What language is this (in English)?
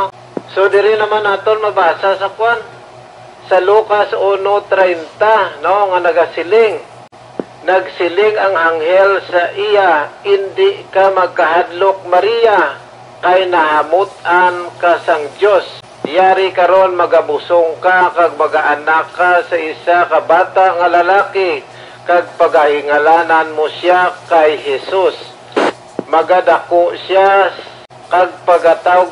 Hiligaynon